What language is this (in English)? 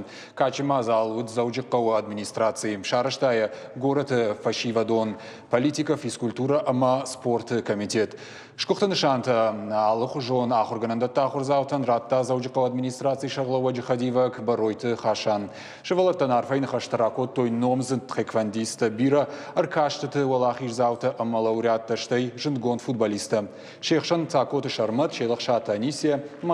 Ossetic